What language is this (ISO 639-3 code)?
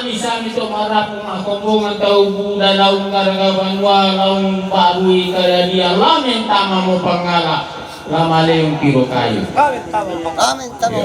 sda